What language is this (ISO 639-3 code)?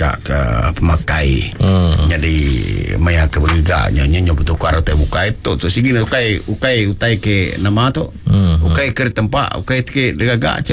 iba